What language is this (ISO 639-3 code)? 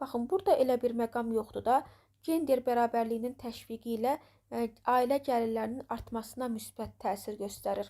aze